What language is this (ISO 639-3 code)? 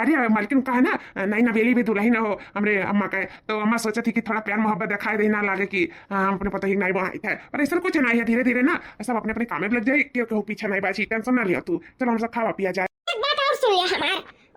awa